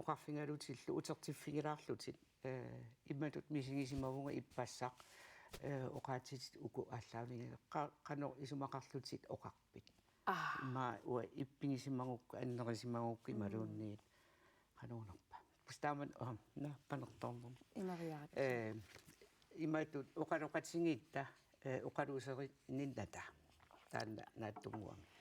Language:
Kalaallisut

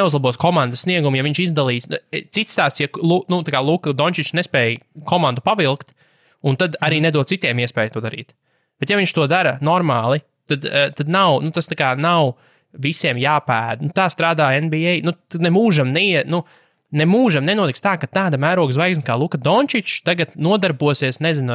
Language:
Latvian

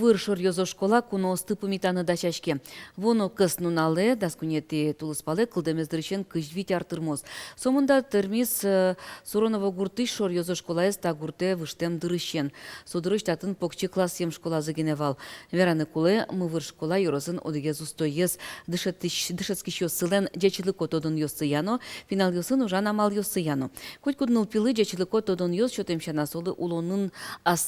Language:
Udmurt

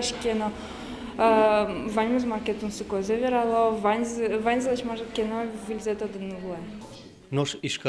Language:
Udmurt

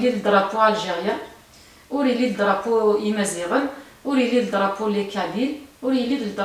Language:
Kabyle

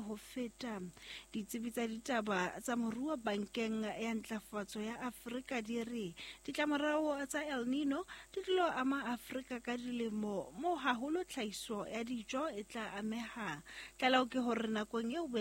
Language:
Southern Sotho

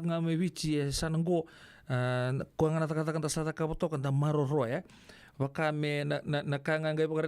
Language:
Fijian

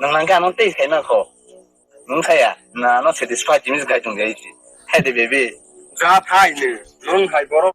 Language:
Kok Borok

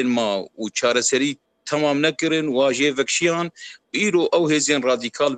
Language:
Kurdish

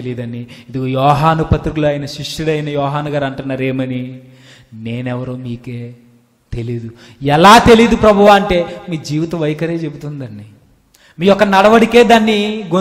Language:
Telugu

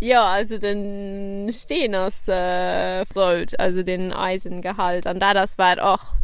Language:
Luxembourgish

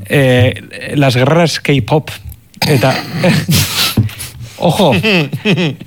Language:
Basque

